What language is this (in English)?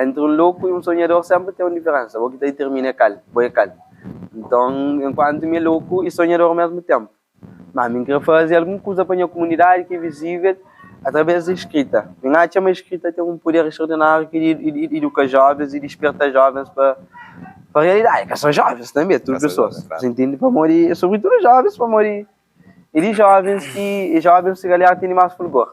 Kabuverdianu